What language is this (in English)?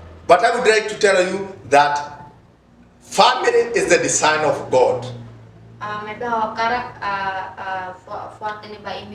Tetum